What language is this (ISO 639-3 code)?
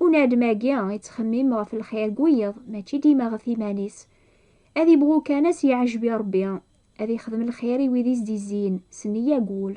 kab